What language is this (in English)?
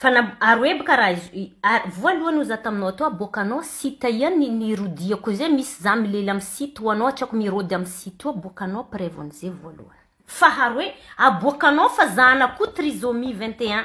Malagasy